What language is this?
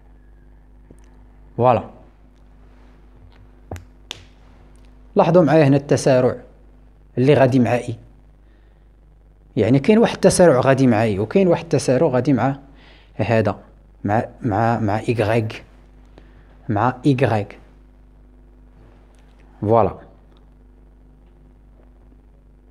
Moroccan Arabic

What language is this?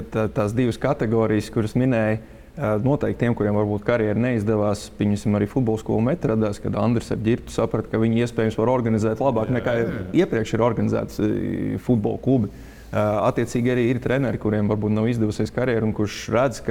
Latvian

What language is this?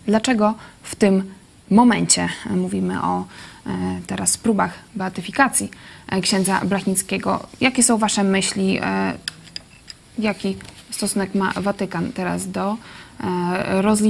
Polish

